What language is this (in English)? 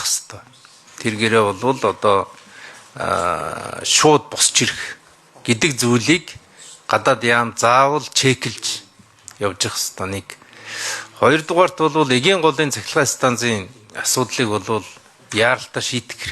Mongolian